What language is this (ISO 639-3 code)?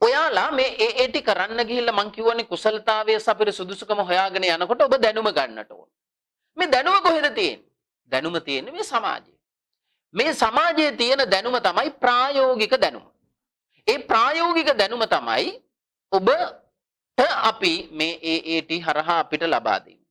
sin